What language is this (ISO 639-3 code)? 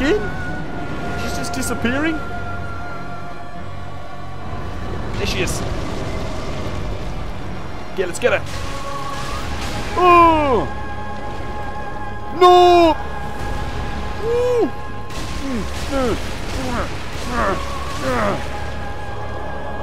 eng